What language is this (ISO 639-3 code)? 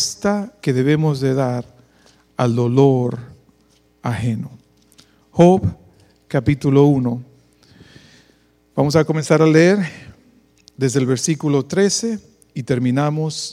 spa